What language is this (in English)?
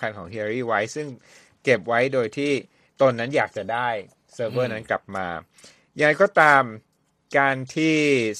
Thai